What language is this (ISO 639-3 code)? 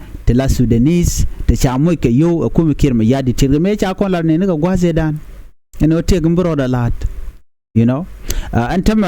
nus